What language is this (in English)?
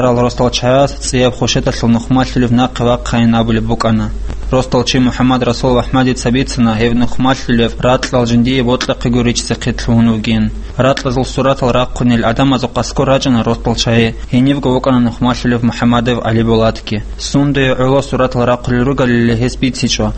Avaric